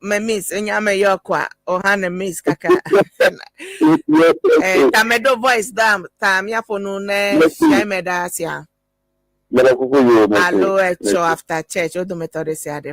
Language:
Ewe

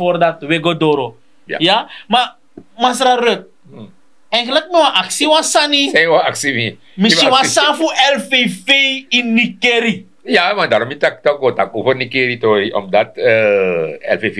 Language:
Sranan Tongo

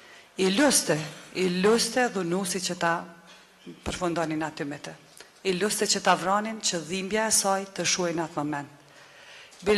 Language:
Albanian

